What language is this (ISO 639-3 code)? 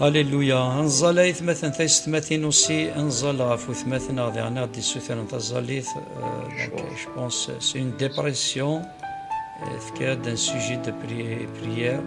kab